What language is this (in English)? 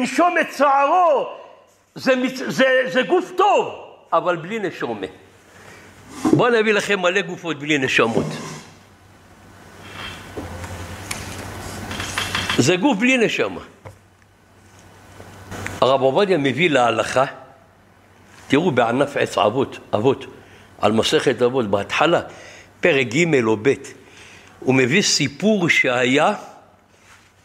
Hebrew